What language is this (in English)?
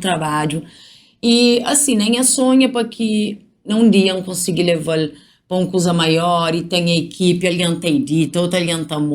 Kabuverdianu